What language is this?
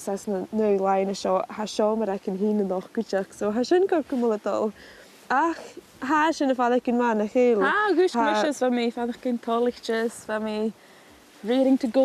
Scottish Gaelic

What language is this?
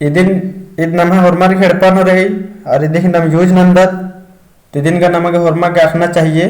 Kurukh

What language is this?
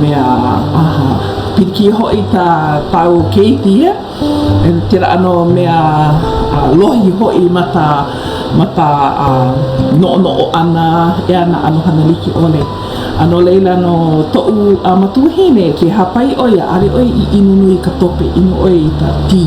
Hawaiian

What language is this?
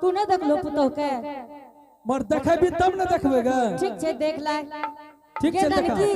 Angika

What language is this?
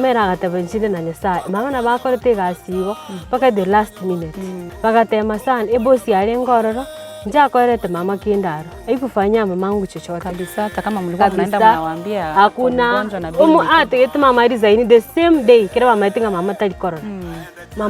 Gusii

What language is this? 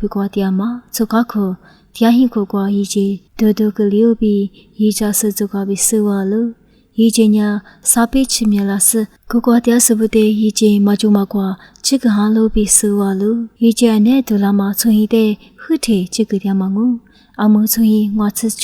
Lisu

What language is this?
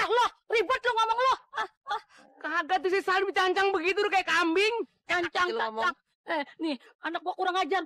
Betawi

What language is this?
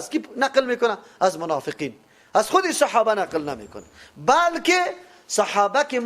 Persian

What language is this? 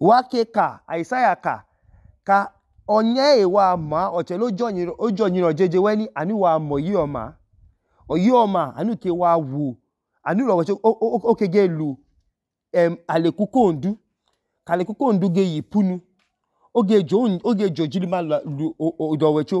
Idoma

